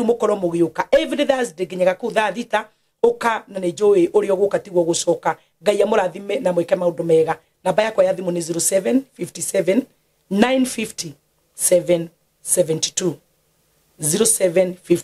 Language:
Kikuyu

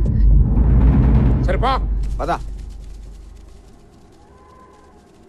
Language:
Telugu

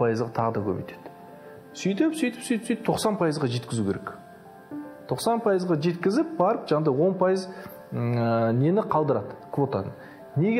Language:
Kazakh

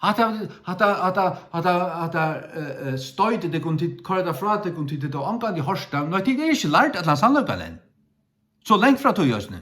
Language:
Faroese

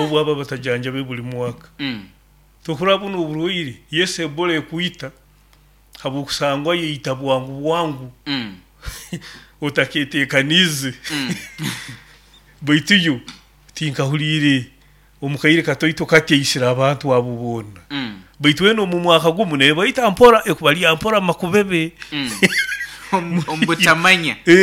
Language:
Nyoro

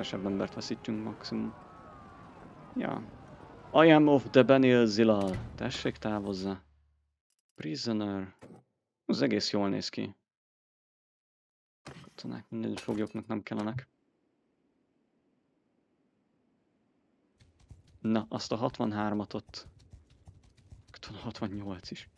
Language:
Hungarian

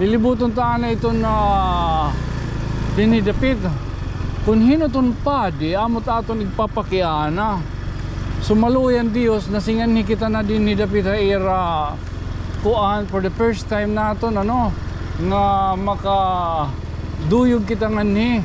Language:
Waray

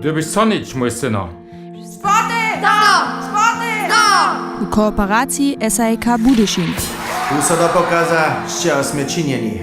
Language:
Upper Sorbian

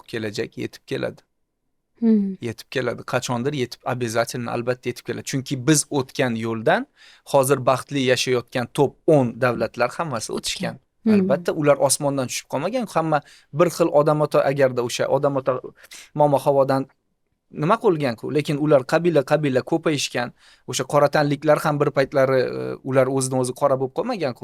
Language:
Uzbek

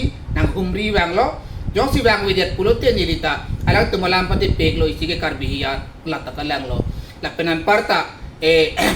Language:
Karbi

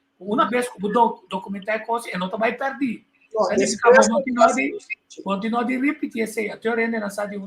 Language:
Papiamento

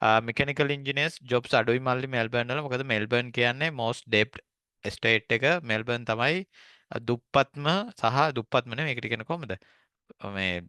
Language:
Sinhala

